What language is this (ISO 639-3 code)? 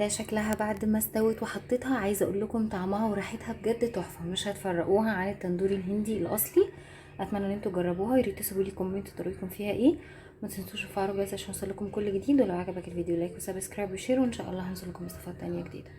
arz